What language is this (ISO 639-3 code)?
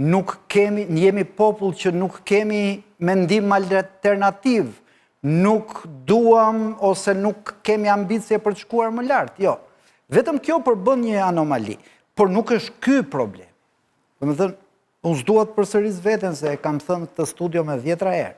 sqi